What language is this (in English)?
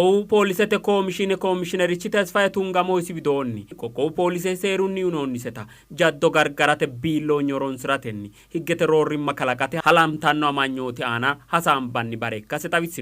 Sidamo